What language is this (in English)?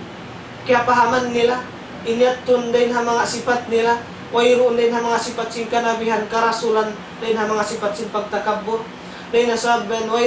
Tausug